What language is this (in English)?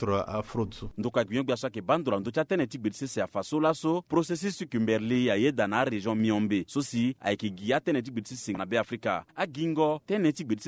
Sango